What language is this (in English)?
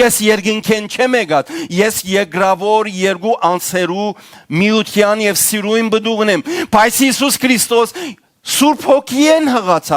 Western Armenian